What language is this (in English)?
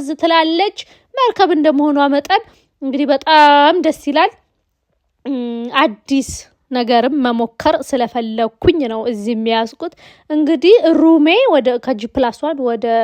Amharic